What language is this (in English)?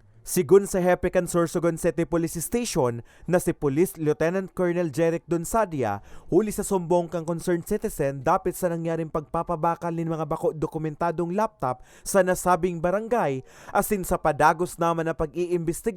Bikol